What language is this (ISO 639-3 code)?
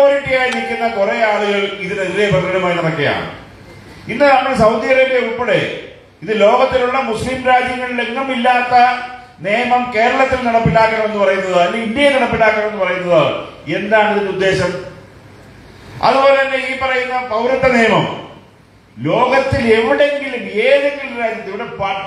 mal